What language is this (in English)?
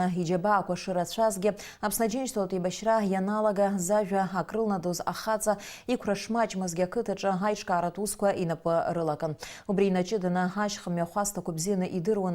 Abkhazian